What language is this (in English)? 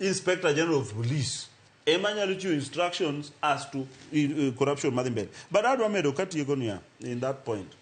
Luo (Kenya and Tanzania)